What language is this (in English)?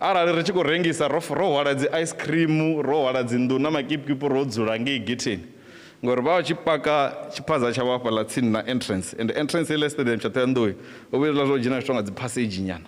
Venda